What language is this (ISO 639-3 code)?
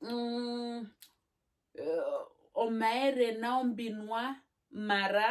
her